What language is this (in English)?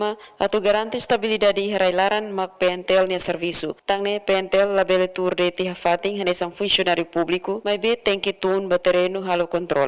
Tetum